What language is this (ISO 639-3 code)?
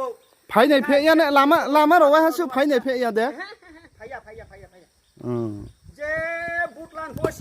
ria